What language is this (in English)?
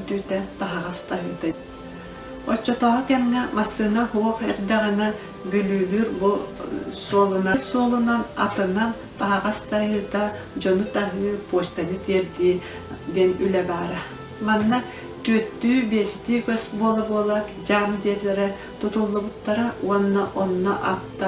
Yakut